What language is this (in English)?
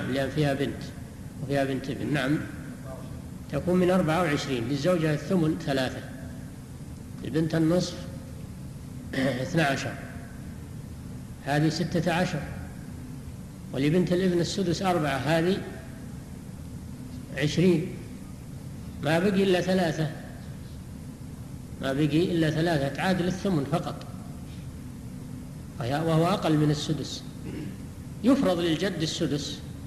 Arabic